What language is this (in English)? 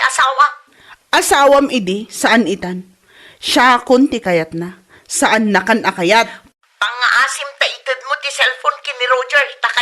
Iloko